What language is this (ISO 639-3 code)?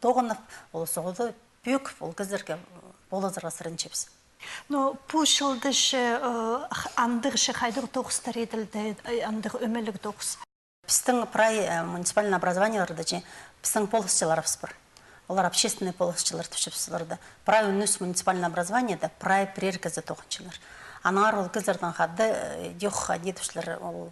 kjh